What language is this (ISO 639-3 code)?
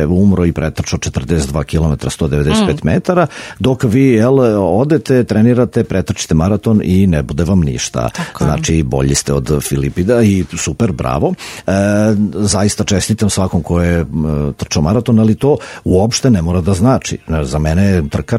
srp